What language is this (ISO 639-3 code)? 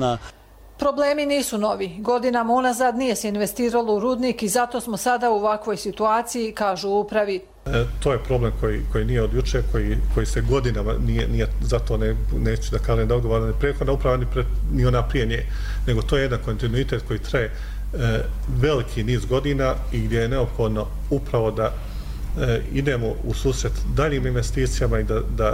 hrv